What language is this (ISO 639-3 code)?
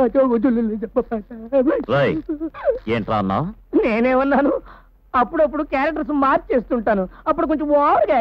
tel